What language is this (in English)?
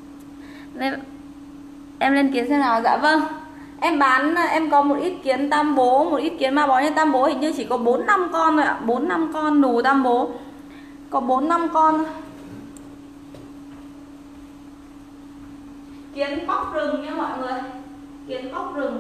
Vietnamese